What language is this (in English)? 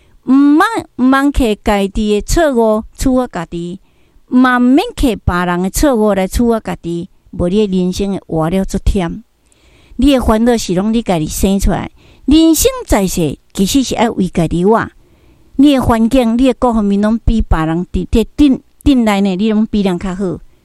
Min Nan Chinese